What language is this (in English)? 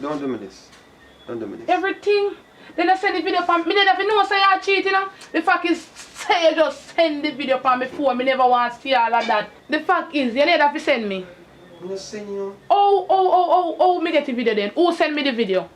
Jamaican Creole English